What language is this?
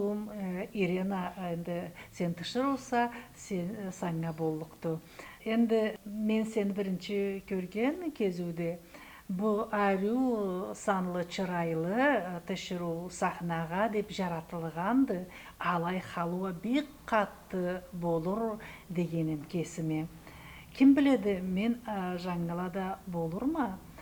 Karachay-Balkar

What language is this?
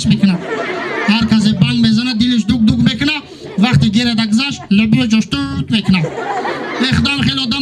Tajik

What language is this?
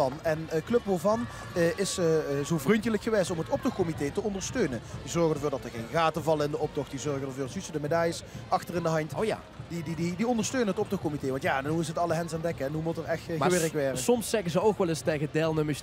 Limburgish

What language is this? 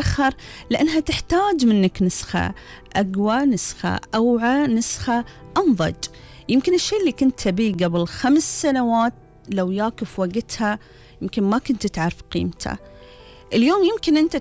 Gulf Arabic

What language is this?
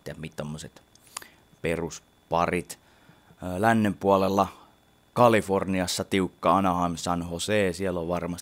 Finnish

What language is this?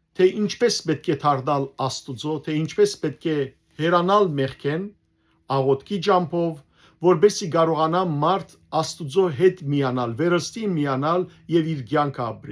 Western Armenian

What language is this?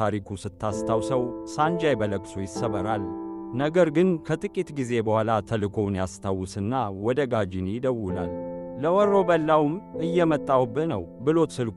Amharic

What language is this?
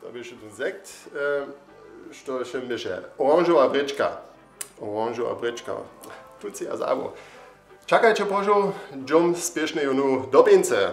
Upper Sorbian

